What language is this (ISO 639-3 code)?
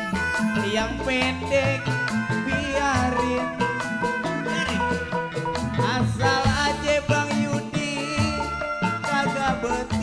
bew